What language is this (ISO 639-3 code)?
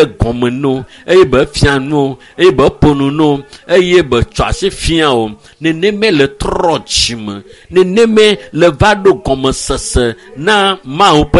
ewe